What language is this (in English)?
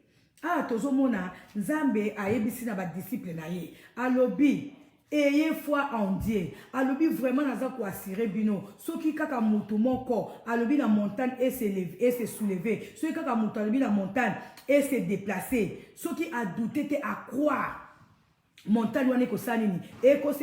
Lingala